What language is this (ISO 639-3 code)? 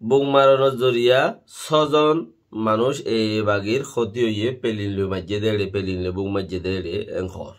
rhg